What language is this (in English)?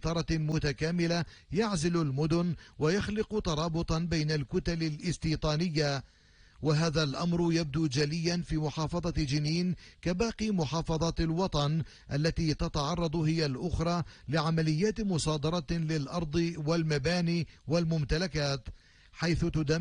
Arabic